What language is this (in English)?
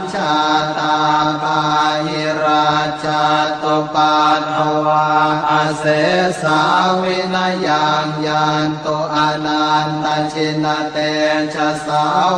Pali